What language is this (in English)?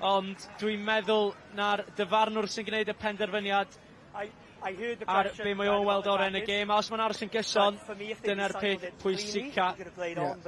Welsh